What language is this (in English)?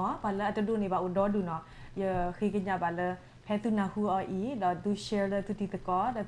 S'gaw Karen